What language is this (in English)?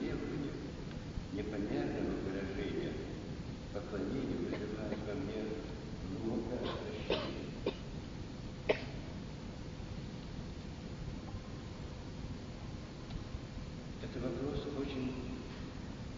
Russian